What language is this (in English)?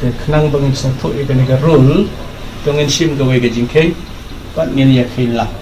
Khasi